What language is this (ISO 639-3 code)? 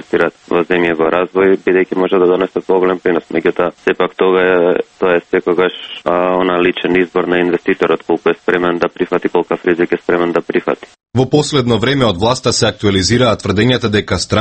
mkd